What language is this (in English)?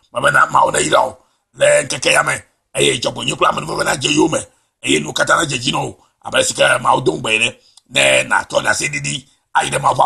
Ewe